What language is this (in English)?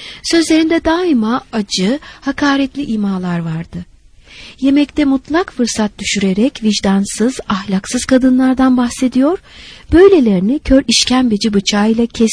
Turkish